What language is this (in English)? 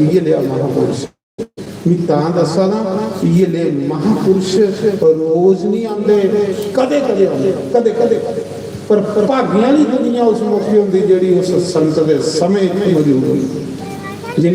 Dogri